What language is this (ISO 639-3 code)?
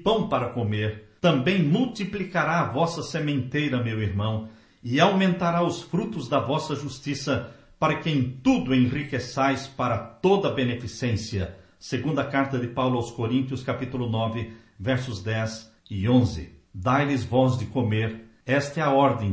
por